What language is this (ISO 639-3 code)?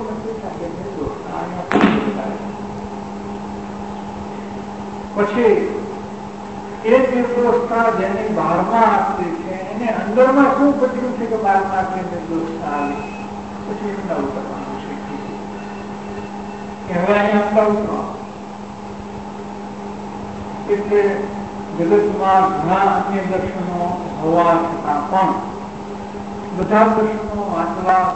guj